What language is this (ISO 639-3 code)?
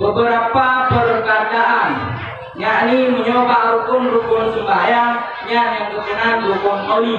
ace